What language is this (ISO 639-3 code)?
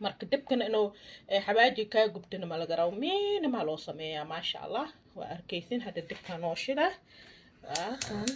som